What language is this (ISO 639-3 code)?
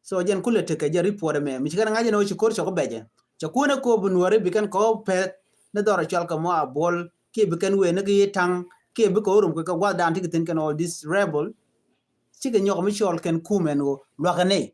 nus